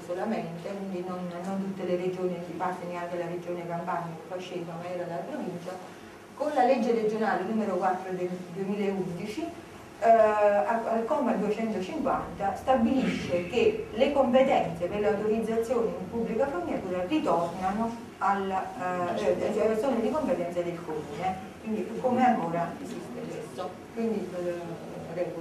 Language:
Italian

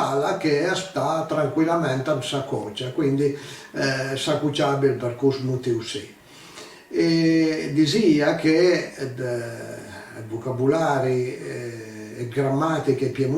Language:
Piedmontese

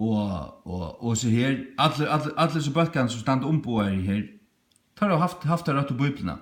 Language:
Faroese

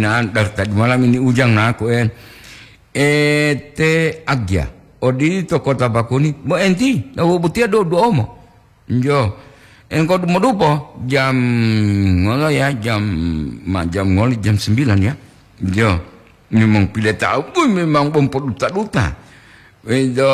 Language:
Gorontalo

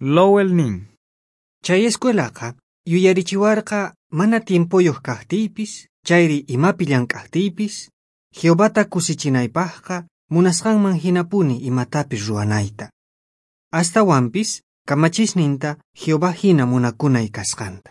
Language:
South Bolivian Quechua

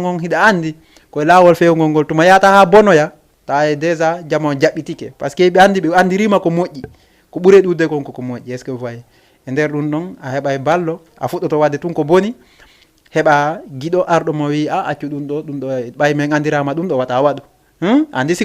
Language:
Fula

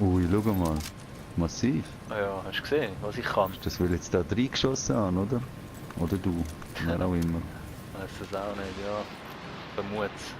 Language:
Swiss German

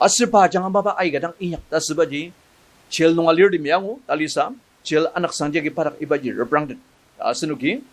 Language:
Ao Naga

